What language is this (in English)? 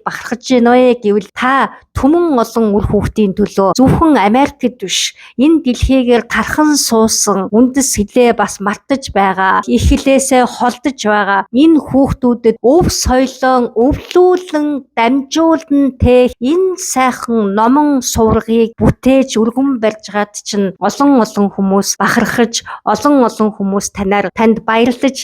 Mongolian